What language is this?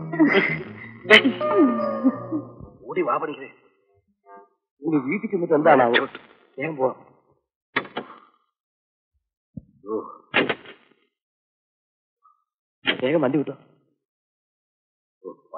Malayalam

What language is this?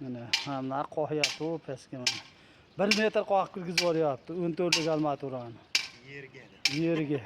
Uzbek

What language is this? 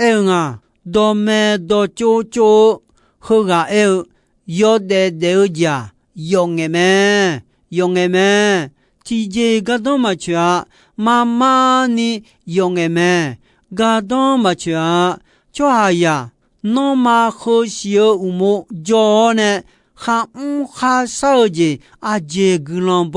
Akha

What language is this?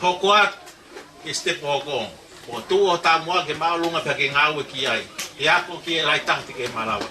Tongan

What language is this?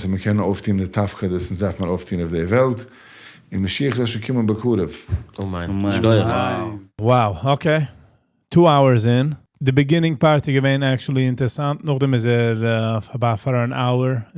Yiddish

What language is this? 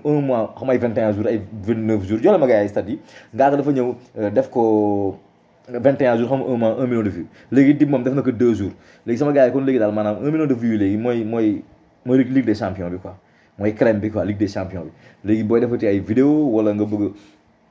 Wolof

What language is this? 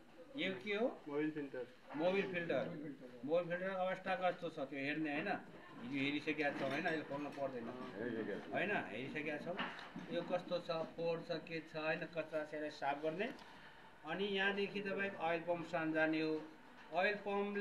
Nepali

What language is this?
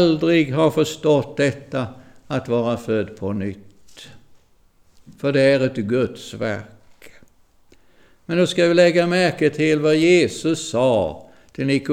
Swedish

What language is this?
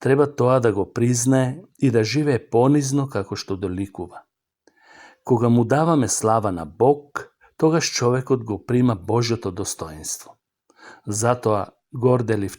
Macedonian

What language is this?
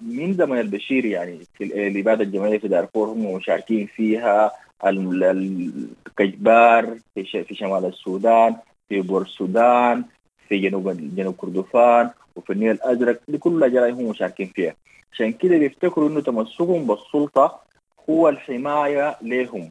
Sudanese Arabic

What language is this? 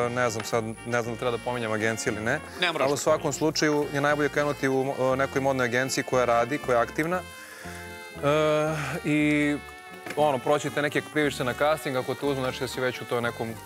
Serbian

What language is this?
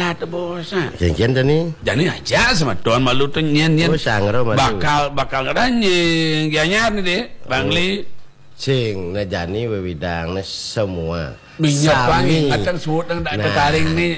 Balinese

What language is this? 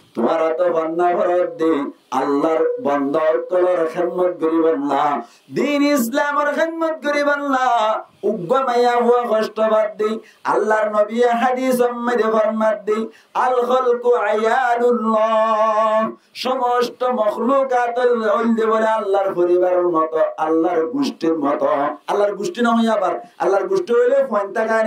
Rohingya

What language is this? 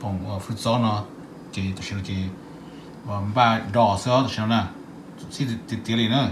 Hmong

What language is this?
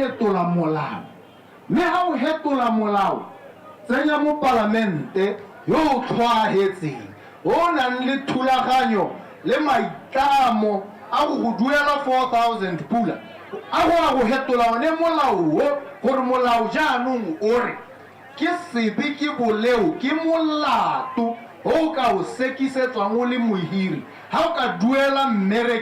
Tswana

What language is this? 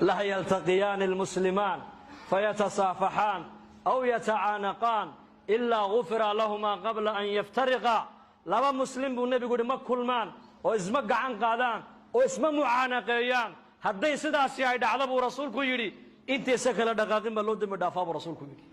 Somali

